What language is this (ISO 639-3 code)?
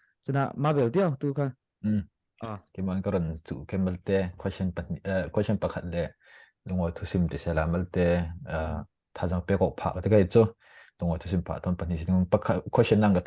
cfm